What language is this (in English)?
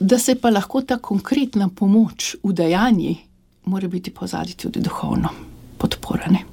Slovenian